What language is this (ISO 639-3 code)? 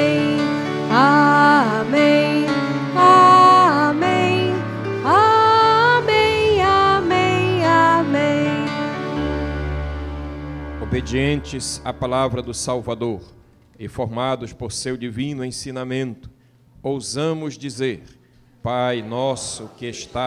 por